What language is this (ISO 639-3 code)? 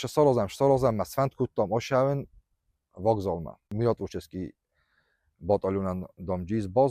oss